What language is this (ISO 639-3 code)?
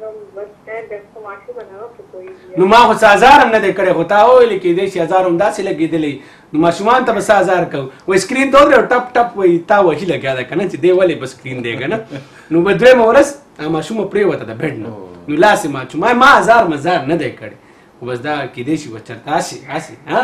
pus